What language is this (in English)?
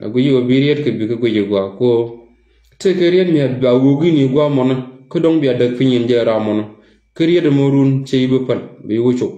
Nuer